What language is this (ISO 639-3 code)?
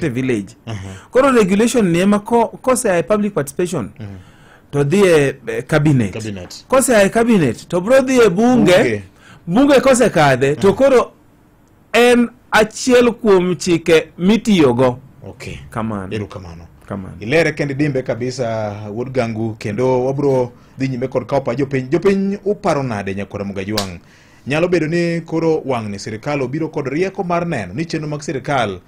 luo